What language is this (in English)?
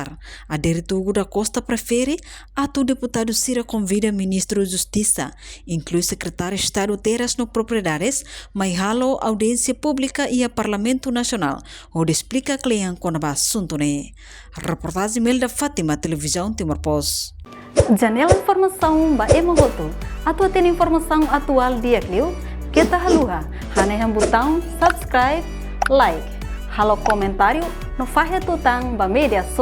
Tetum